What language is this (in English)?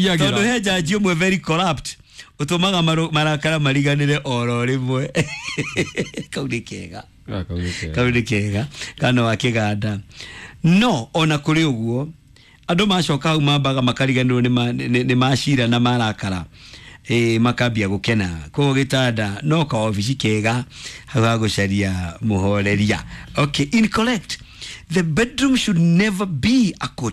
Kikuyu